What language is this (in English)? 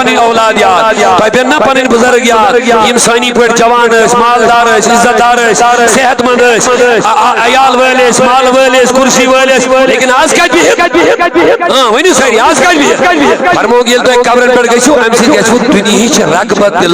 Kashmiri